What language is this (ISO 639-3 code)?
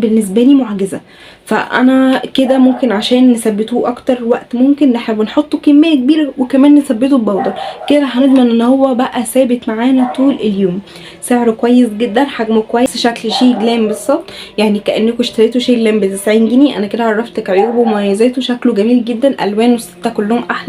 arz